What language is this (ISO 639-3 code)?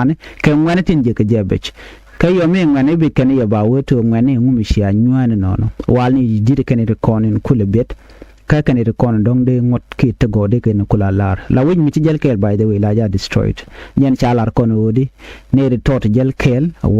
nus